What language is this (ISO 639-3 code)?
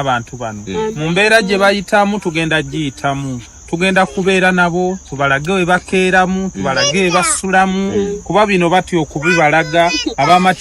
lug